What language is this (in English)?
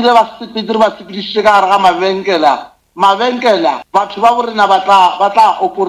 Northern Sotho